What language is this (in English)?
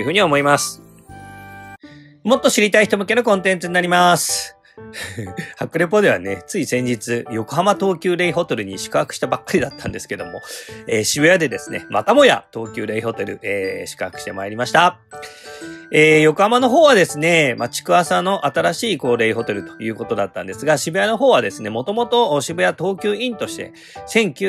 Japanese